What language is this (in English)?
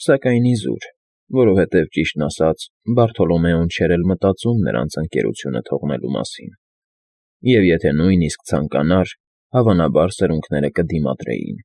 Armenian